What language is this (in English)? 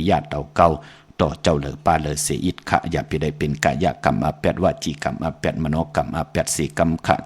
Shan